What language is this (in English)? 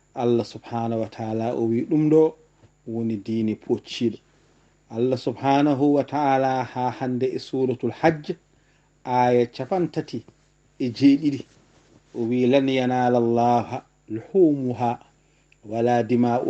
Fula